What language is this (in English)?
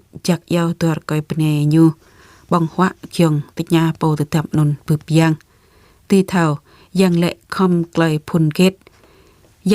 Jarai